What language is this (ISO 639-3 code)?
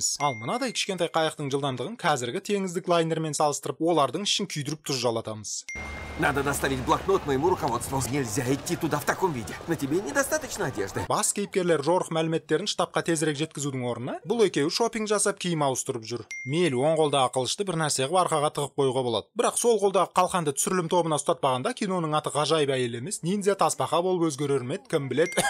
kaz